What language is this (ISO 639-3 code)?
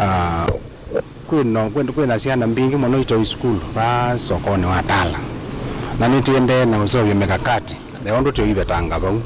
kam